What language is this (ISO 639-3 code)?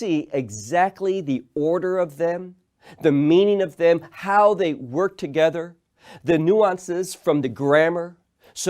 eng